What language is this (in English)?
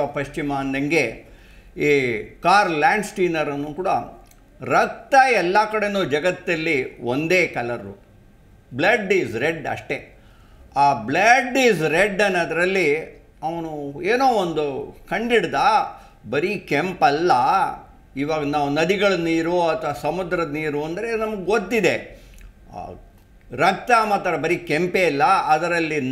Kannada